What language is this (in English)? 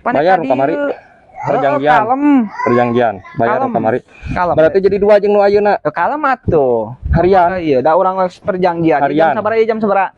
Sundanese